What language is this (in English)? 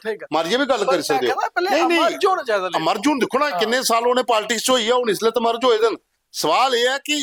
Dogri